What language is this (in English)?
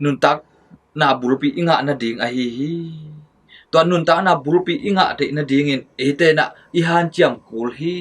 Tedim Chin